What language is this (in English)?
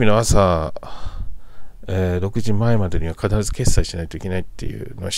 Japanese